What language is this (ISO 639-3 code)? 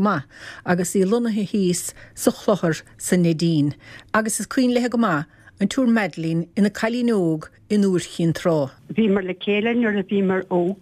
gle